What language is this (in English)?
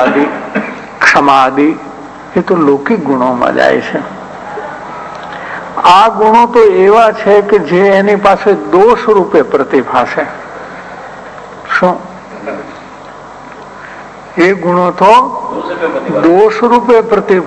Gujarati